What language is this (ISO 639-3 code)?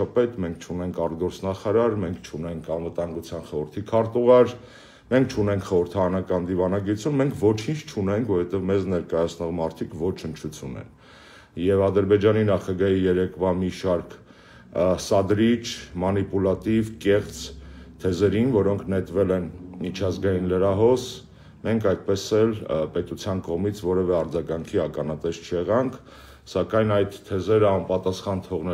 hye